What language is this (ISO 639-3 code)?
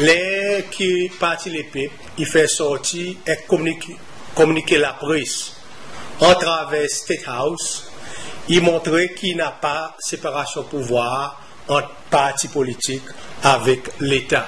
crs